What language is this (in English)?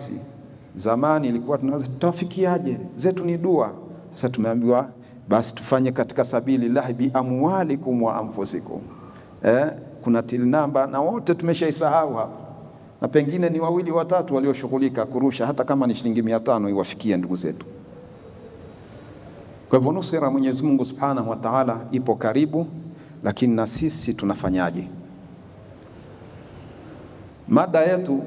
Swahili